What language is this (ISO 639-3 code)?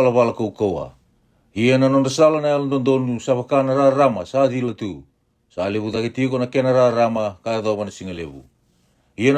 fij